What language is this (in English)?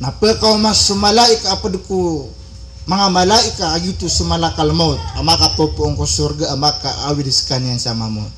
Maranao